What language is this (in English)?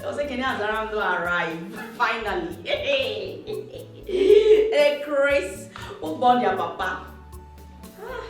Nigerian Pidgin